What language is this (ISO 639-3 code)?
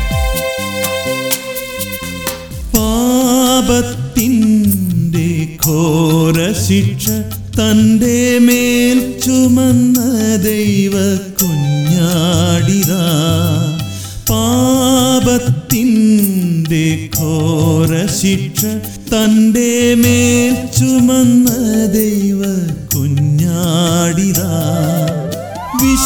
mal